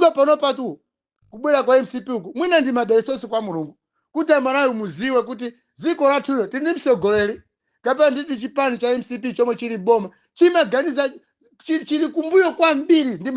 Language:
Nyanja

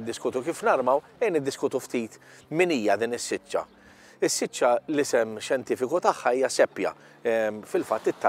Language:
Maltese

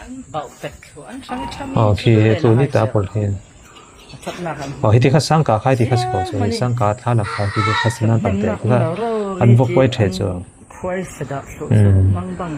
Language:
Falam Chin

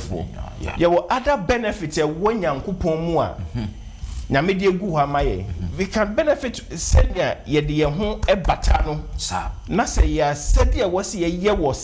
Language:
Akan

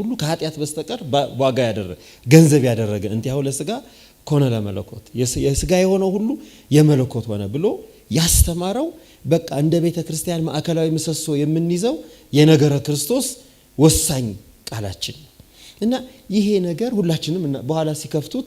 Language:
Amharic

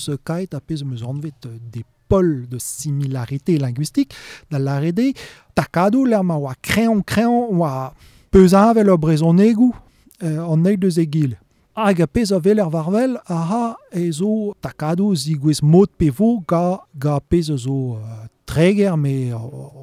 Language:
Breton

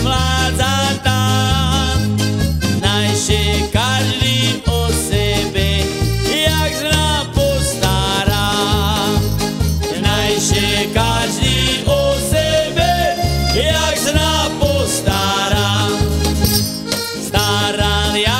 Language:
Slovak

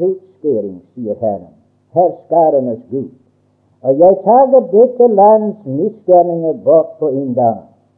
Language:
Norwegian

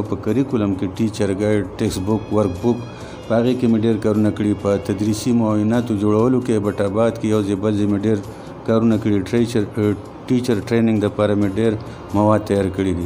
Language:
Pashto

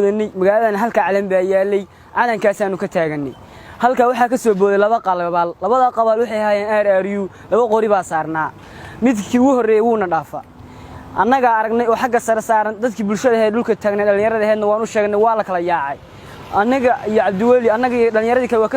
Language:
Somali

